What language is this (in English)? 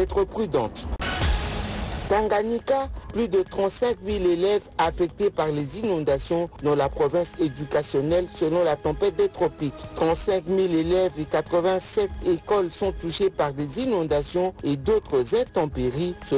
French